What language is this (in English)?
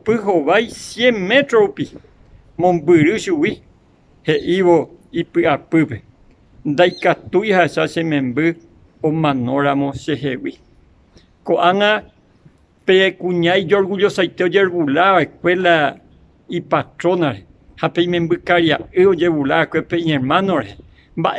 Guarani